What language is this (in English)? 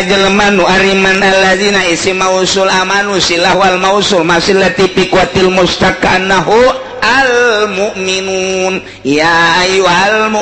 Sundanese